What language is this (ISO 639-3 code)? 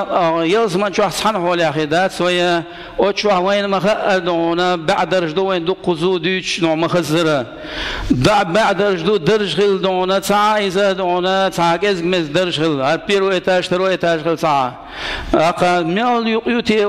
che